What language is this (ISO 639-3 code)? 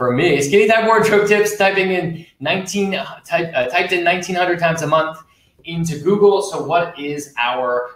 eng